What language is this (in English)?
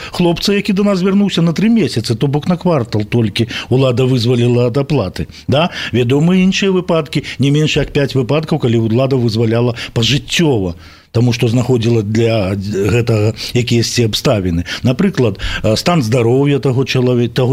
Belarusian